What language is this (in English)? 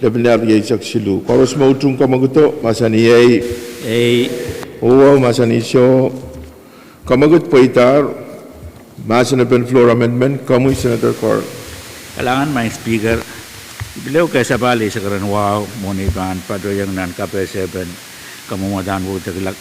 Pohnpeian